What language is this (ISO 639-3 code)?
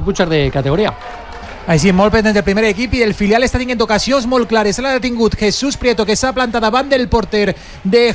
cat